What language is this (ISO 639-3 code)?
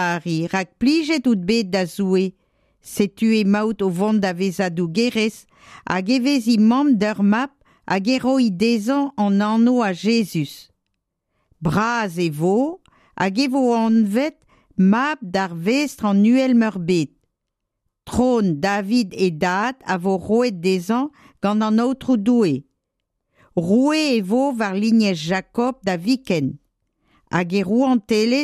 bre